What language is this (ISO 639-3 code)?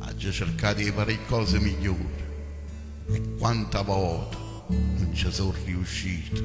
nap